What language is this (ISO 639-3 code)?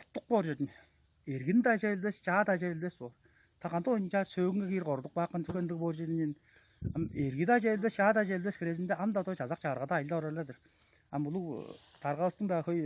tyv